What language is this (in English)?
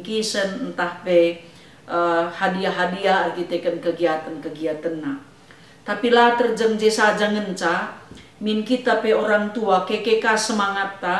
Batak Karo